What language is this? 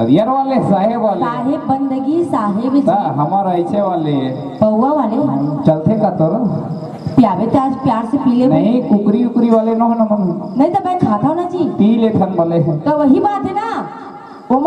Chhattisgarhi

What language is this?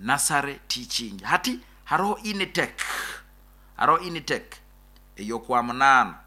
Nyoro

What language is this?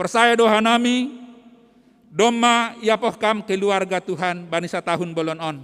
Batak Simalungun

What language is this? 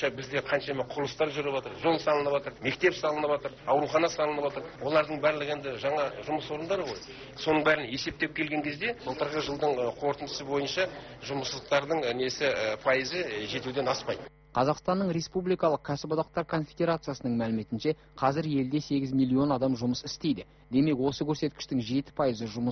Kazakh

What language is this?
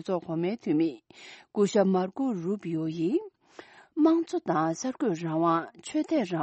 Tibetan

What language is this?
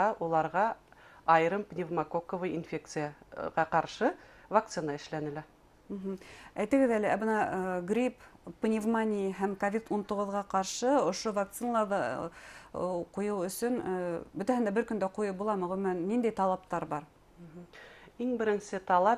Bashkir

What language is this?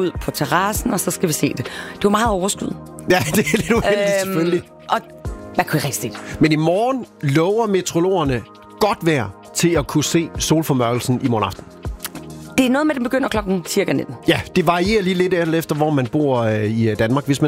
Danish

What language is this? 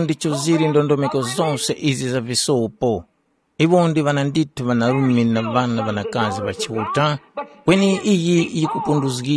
Tumbuka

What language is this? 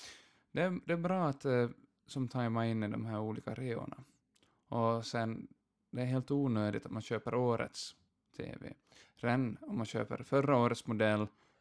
Swedish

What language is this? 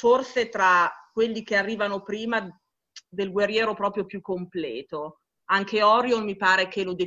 Italian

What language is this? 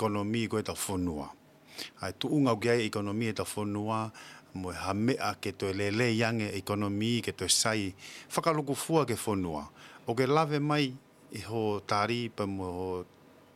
Tongan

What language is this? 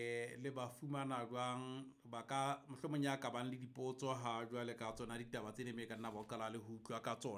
Southern Sotho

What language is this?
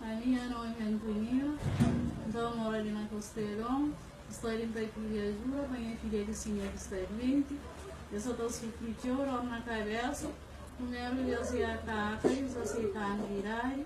Kabuverdianu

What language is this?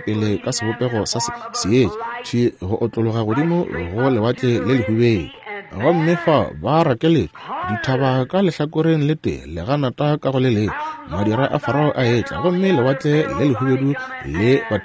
Northern Sotho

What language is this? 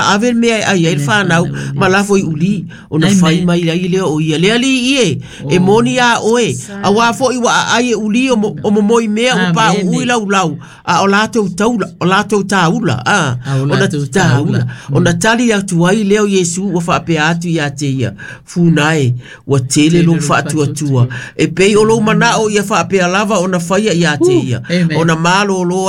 Samoan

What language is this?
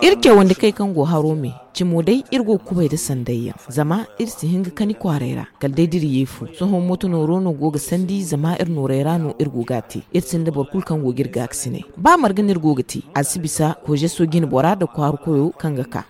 Zarma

